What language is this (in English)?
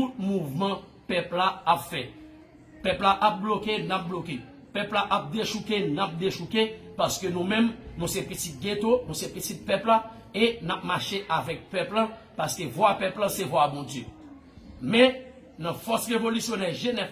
Haitian Creole